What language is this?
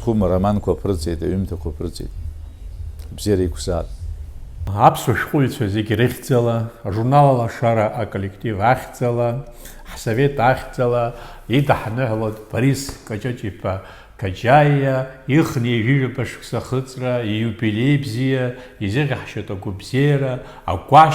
Abkhazian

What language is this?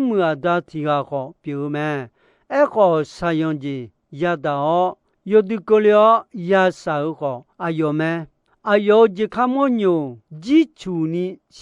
Akha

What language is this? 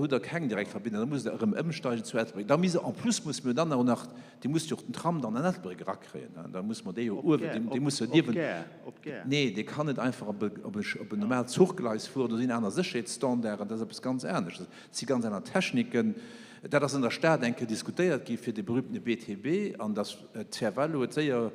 Luxembourgish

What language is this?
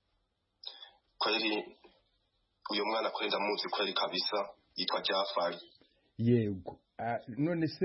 Kinyarwanda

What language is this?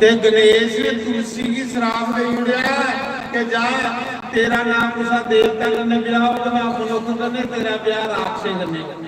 Dogri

